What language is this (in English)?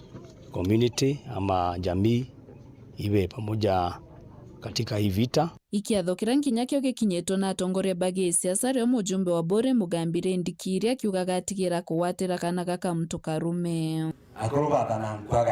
Meru